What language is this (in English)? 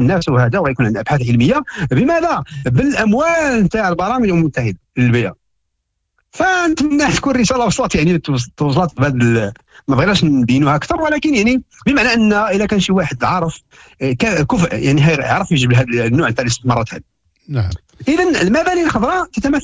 Moroccan Arabic